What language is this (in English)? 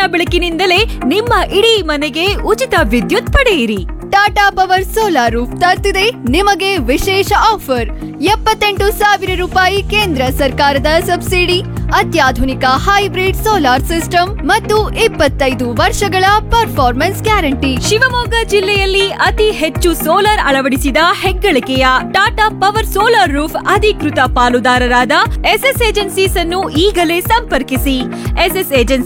Kannada